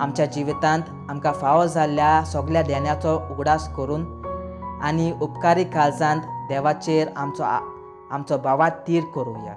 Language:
Konkani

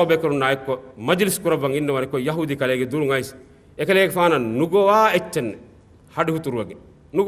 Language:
Divehi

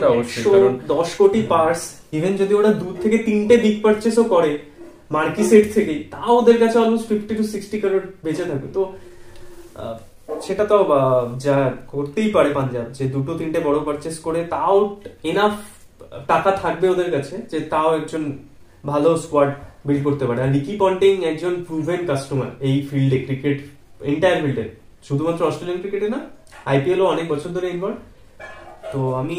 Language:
Bangla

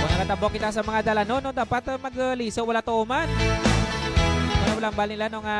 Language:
Hiligaynon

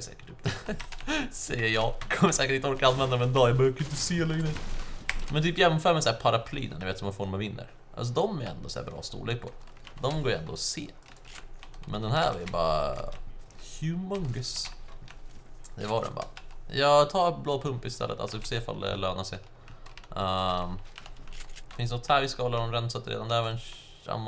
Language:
Swedish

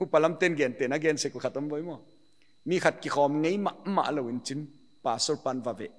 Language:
Paite Chin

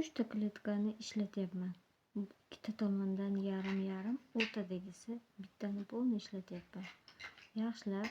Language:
Uzbek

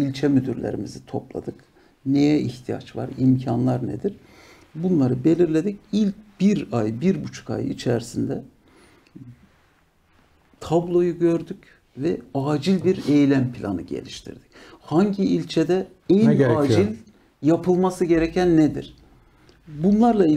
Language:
Turkish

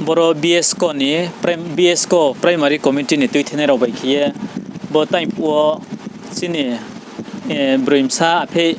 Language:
Riang (India)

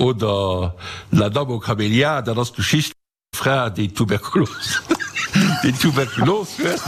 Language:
Luxembourgish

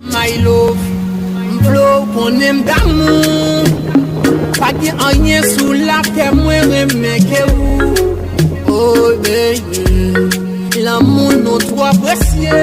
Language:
Haitian Creole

